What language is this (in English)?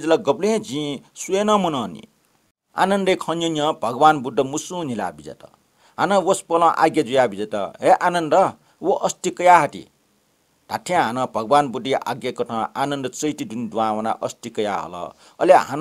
Newari